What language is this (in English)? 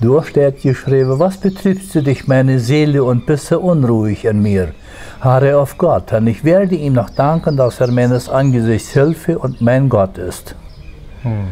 Plautdietsch